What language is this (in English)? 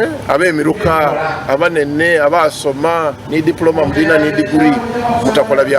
Ganda